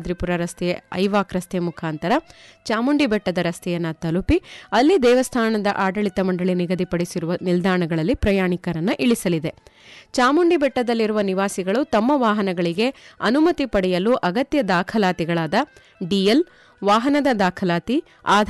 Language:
Kannada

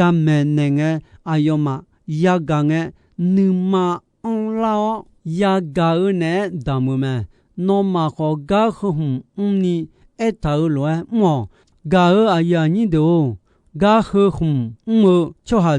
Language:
Akha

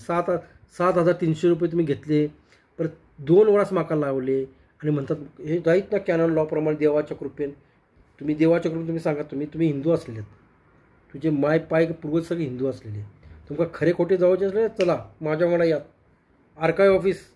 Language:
Konkani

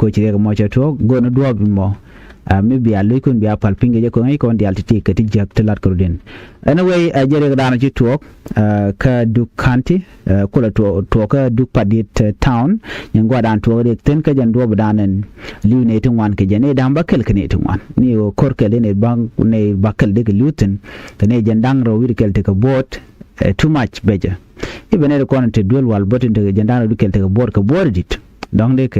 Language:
Nuer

